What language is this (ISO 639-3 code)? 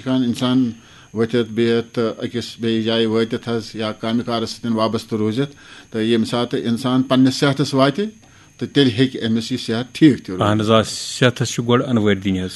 kas